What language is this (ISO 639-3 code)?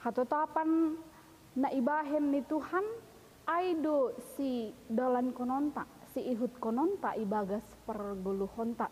bts